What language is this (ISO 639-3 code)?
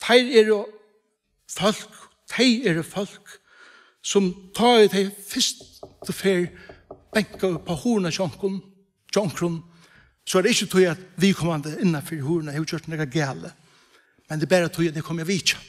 fao